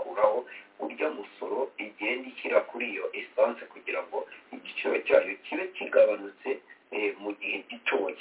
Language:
Kinyarwanda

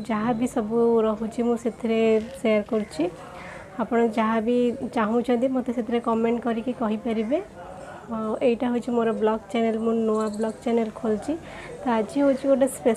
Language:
Odia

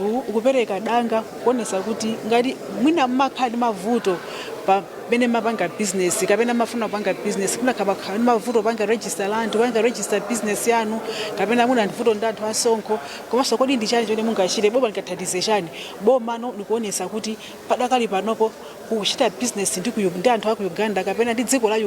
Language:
Nyanja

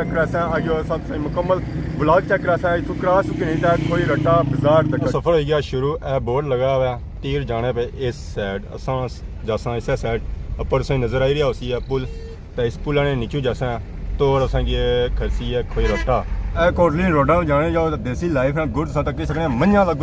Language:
Pahari-Potwari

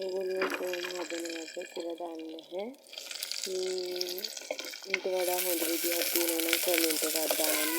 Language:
Sinhala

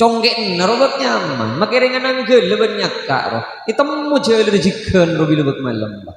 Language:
Madurese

